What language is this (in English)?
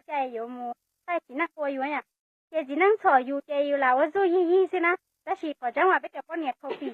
Hmong